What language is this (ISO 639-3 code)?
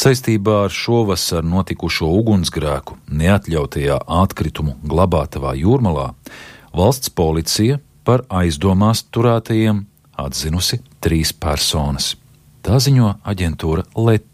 lav